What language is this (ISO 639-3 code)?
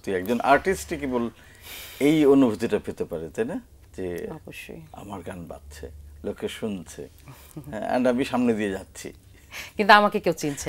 ben